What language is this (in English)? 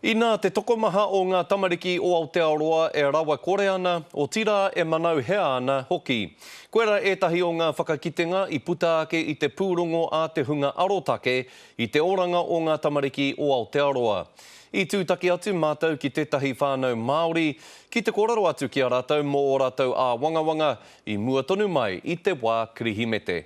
Māori